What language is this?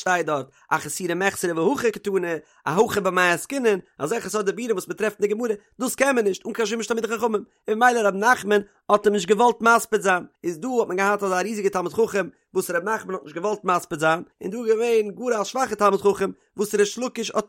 Yiddish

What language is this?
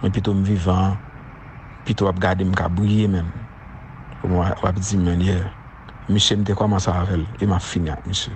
Haitian Creole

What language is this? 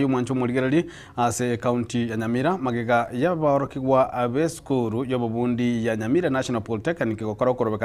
Gusii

